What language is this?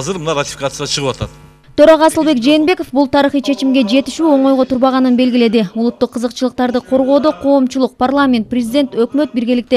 Kyrgyz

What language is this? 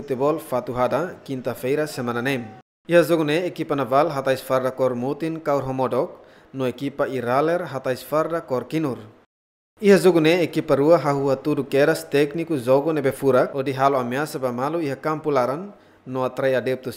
Tetum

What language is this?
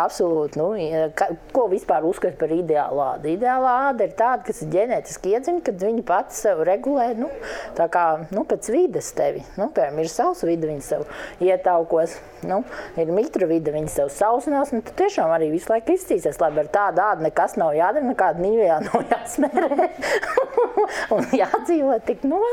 Latvian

